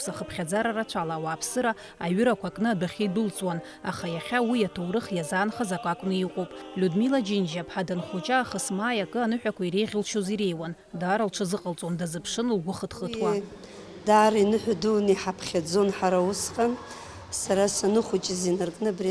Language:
Abkhazian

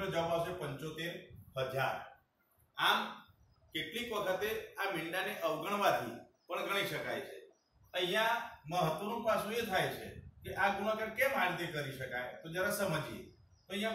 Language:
Gujarati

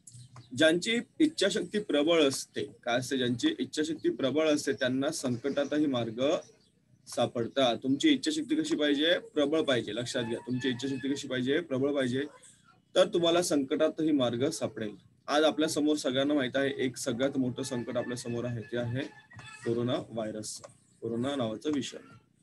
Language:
Marathi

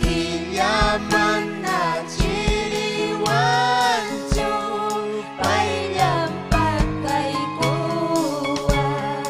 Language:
Ayacucho Quechua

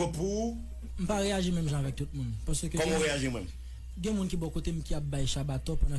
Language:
Haitian Creole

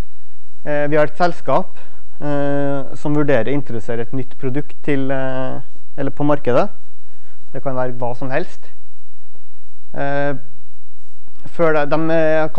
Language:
Norwegian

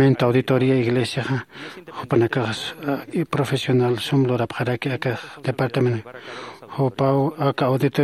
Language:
Aymara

